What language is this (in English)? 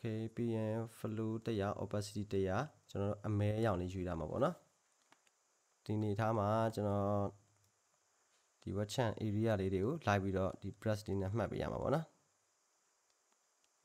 Burmese